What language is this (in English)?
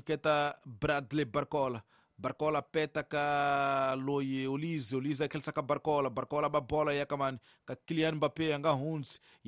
Tsonga